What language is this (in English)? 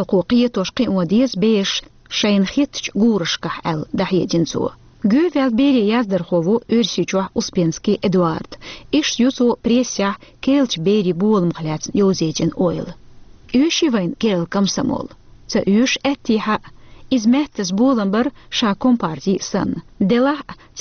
Chechen